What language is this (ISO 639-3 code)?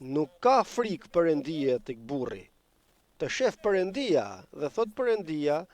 sqi